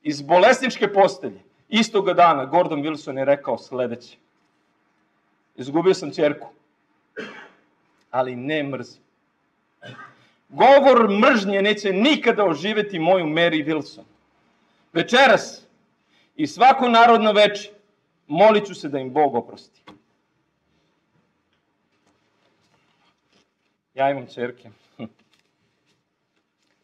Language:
Serbian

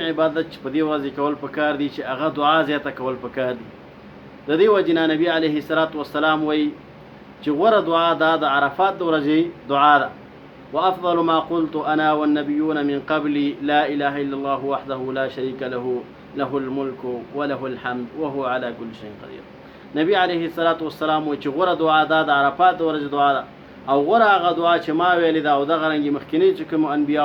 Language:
Pashto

